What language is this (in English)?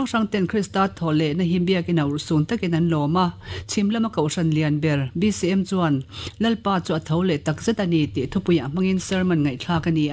Mizo